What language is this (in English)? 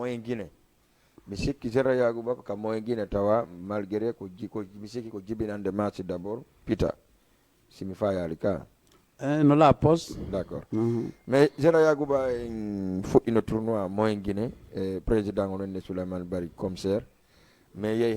Fula